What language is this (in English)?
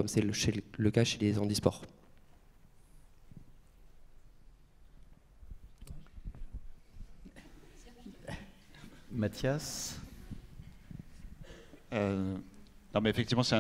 French